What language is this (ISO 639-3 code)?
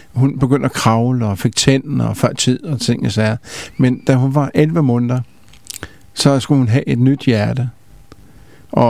dan